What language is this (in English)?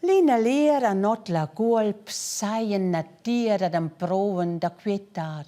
Romansh